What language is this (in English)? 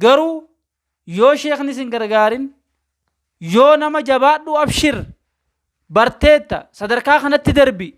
Oromo